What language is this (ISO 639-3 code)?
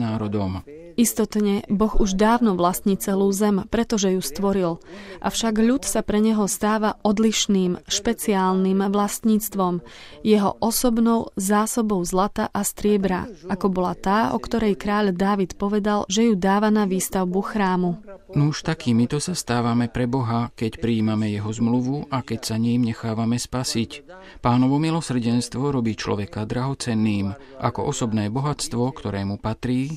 slk